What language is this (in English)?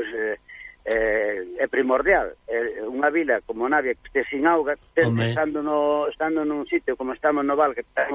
Galician